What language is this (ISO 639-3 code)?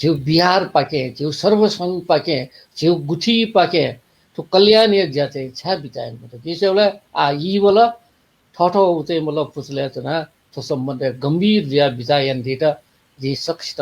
new